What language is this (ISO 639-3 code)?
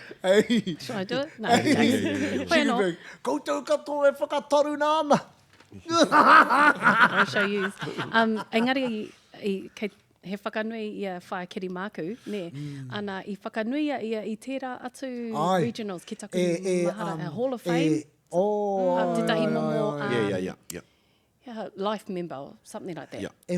mri